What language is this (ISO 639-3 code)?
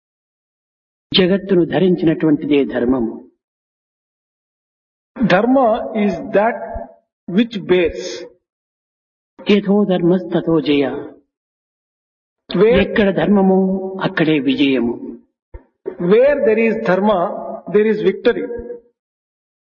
tel